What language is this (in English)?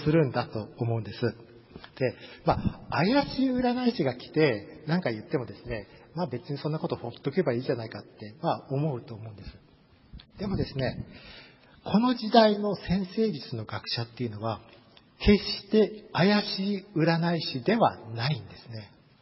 Japanese